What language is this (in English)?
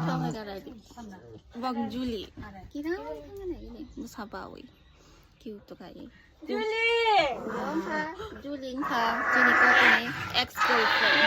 Kok Borok